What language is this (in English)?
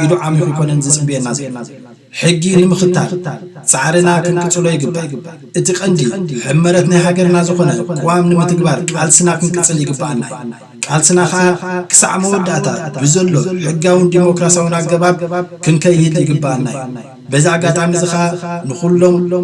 Tigrinya